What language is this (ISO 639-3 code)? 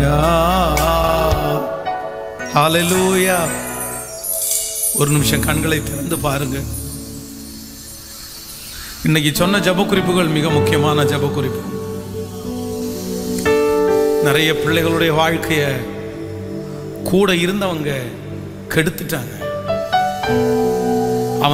tam